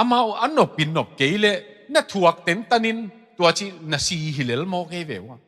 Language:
Tedim Chin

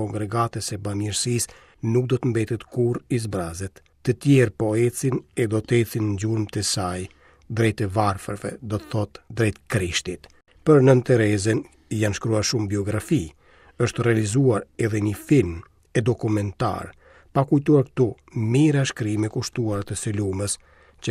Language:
Albanian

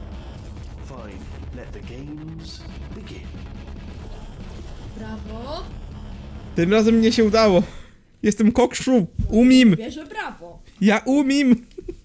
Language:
Polish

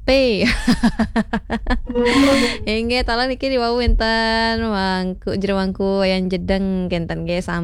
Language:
Balinese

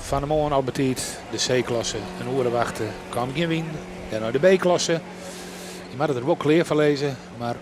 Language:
Western Frisian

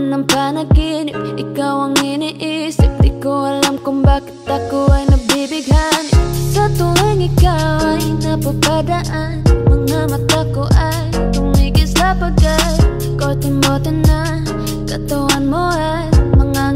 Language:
Filipino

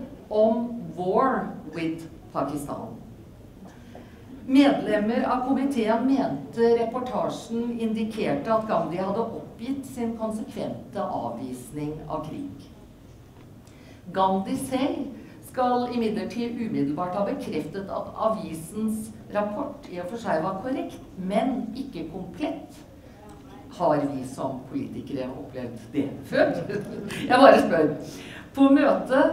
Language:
Norwegian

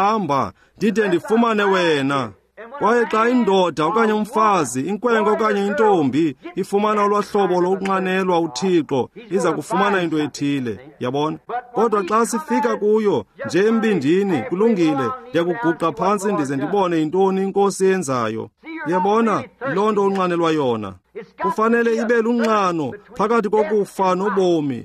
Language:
Xhosa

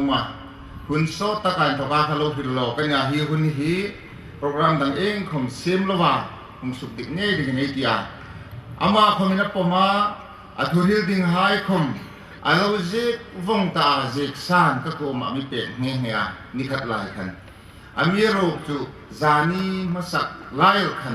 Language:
Hmar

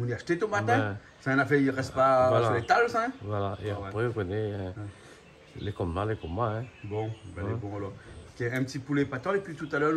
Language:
Réunion Creole French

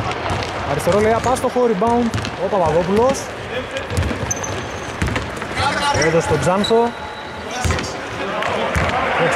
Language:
Greek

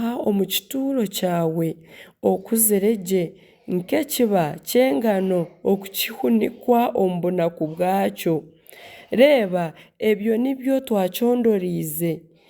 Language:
Nyankole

